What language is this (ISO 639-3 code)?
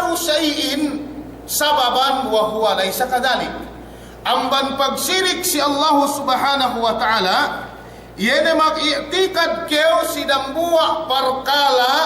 yka